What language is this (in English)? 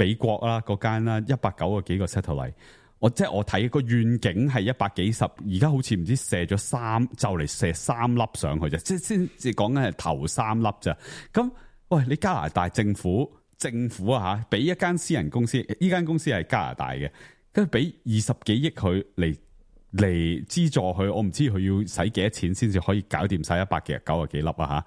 Cantonese